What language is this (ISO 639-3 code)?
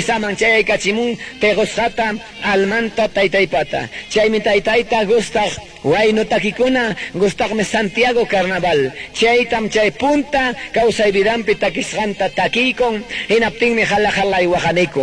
quy